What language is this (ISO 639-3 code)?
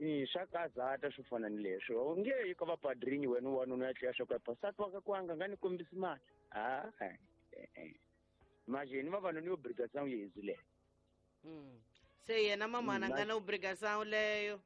tso